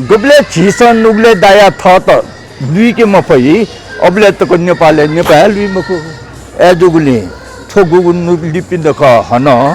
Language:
Newari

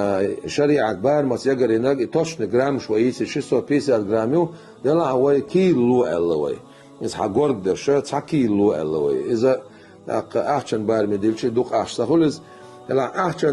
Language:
Chechen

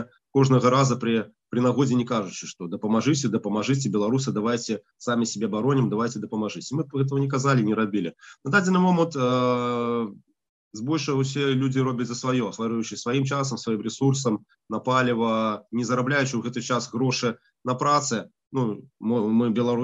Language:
Belarusian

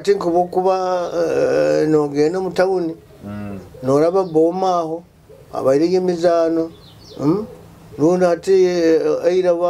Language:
Nyoro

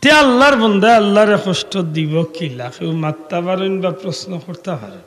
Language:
Sylheti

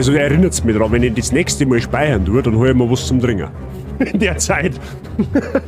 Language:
Bavarian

